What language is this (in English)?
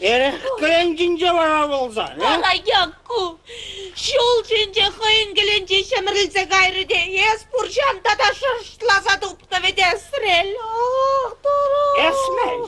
Chuvash